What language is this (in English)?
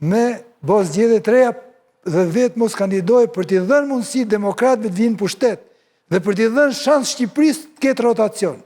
Albanian